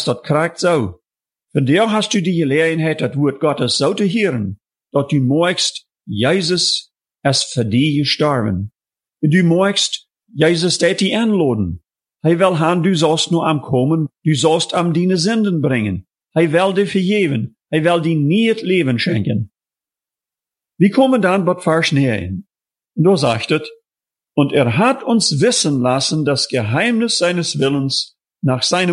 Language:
German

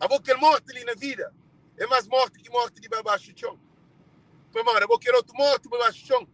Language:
Kabuverdianu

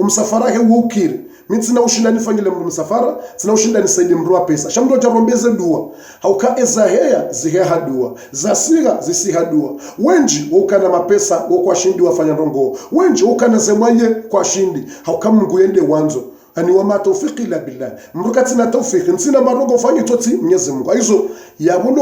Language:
Ngazidja Comorian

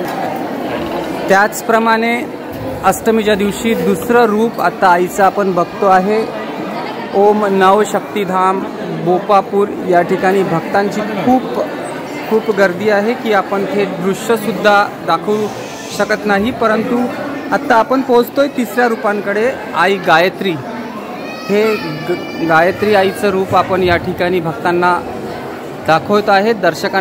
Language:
Marathi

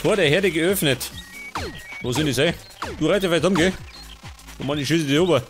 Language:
Bavarian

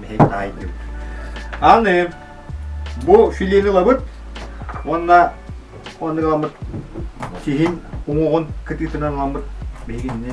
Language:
Yakut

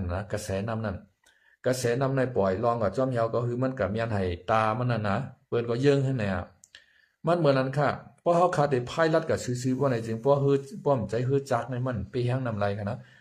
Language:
Shan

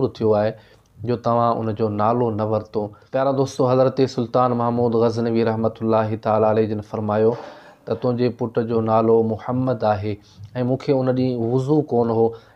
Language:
Sindhi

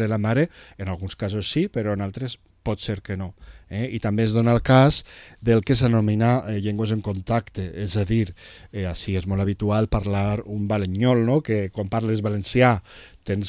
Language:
Catalan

